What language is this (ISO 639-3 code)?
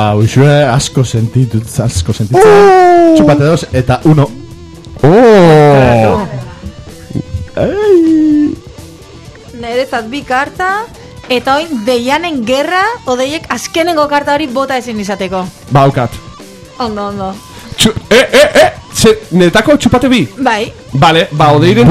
eus